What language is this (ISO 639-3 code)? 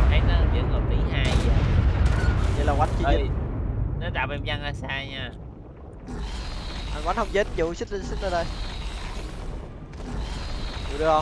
vie